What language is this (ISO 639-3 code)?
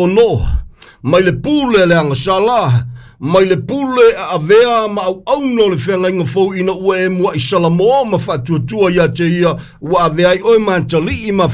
smo